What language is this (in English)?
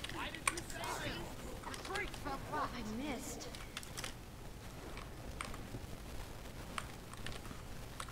Bulgarian